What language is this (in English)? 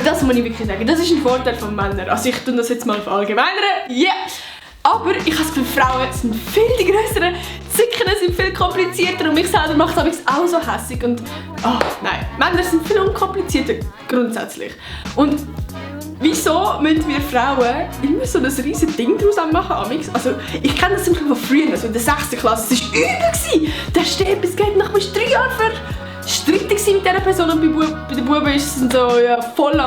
Swiss German